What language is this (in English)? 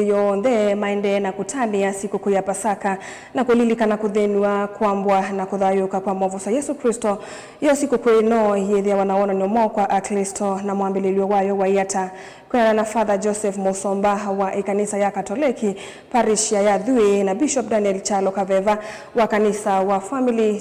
Kamba